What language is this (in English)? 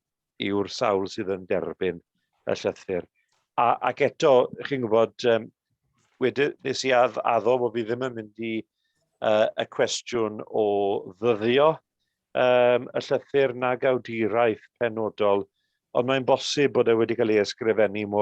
Welsh